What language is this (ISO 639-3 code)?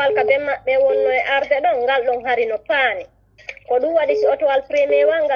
ful